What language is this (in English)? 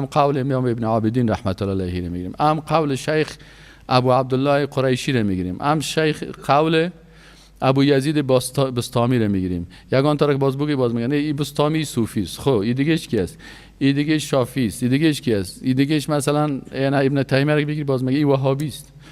Persian